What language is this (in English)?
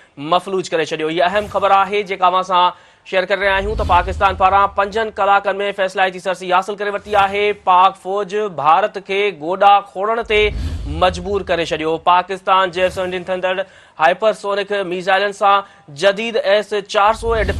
Sindhi